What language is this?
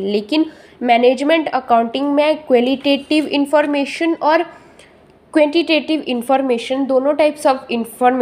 Hindi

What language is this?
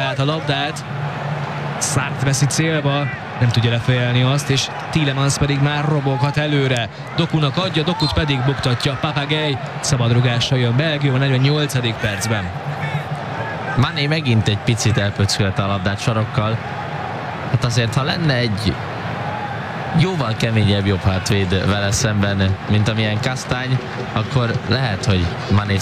Hungarian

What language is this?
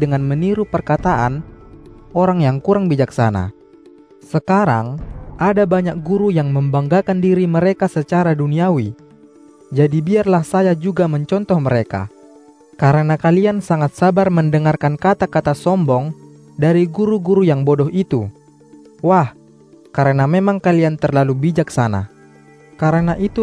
Indonesian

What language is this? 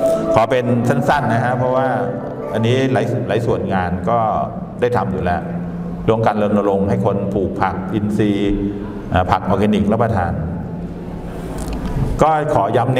Thai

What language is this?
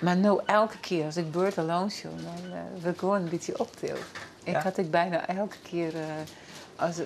Western Frisian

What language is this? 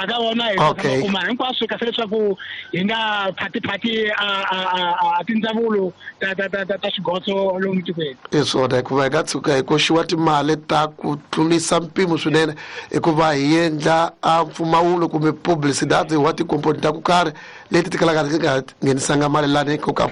Tsonga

